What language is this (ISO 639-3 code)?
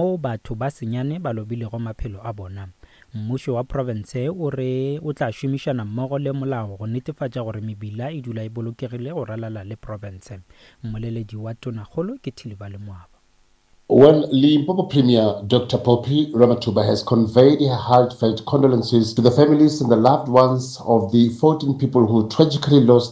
nso